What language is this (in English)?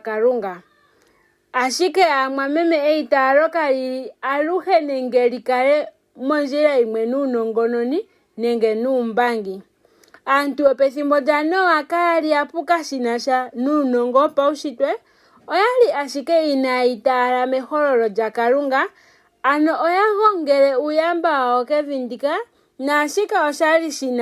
Ndonga